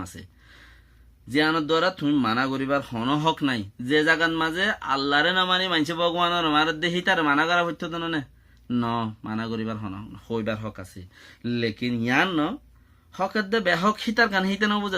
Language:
Rohingya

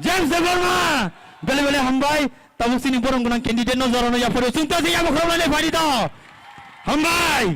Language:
Kok Borok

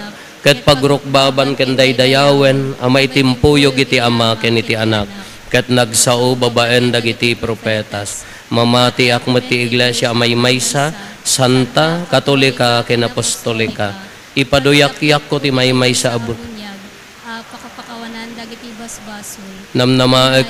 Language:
Iloko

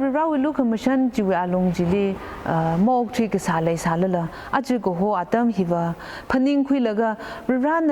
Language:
Tangkhul Naga (India)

